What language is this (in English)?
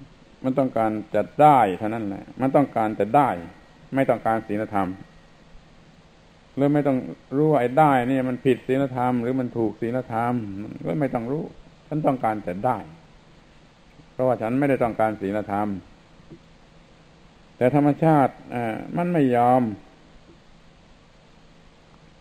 Thai